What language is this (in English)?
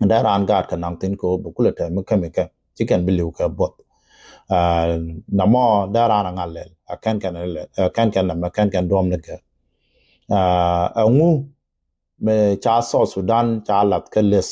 Nuer